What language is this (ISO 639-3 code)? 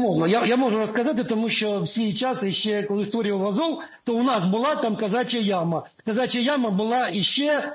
ukr